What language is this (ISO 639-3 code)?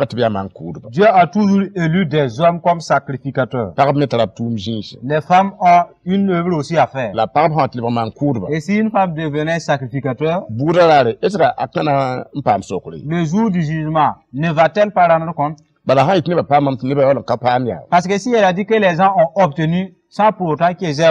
mos